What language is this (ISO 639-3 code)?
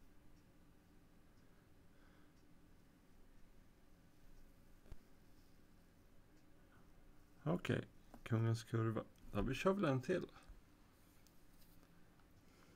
swe